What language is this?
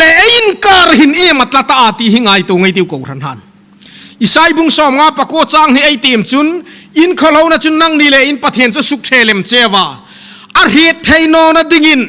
Hmar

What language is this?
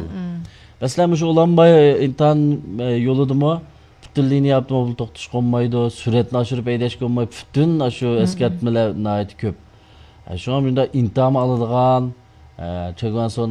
Uyghur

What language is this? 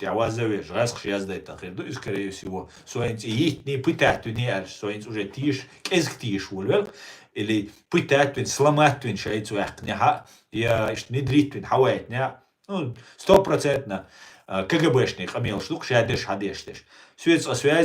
Chechen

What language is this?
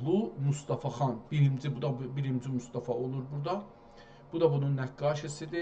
South Azerbaijani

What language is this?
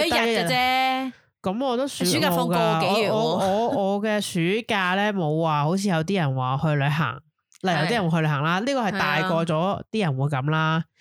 Cantonese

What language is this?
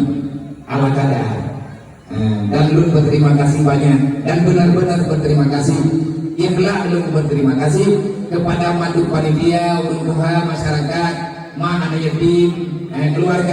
Achinese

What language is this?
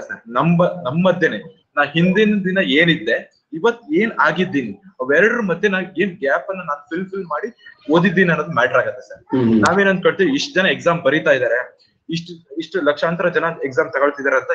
Kannada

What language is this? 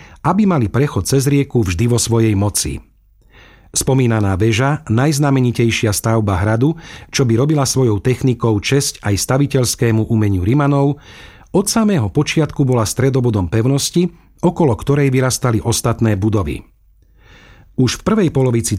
Slovak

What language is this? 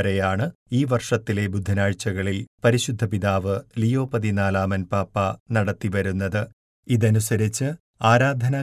Malayalam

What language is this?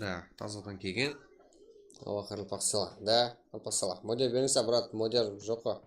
Kara-Kalpak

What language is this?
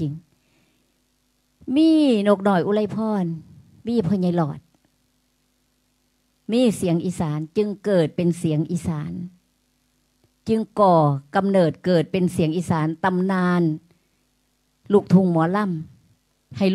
Thai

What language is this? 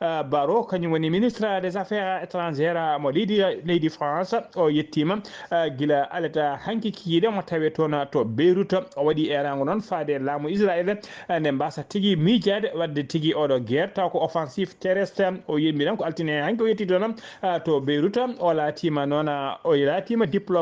Fula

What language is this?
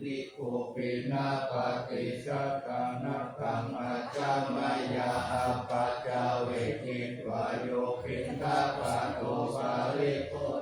Pali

